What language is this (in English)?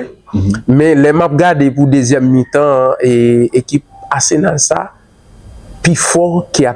Haitian Creole